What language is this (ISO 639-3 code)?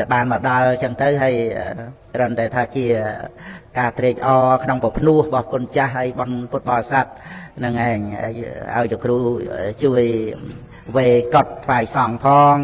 khm